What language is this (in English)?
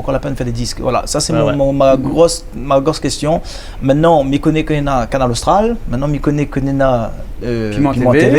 Réunion Creole French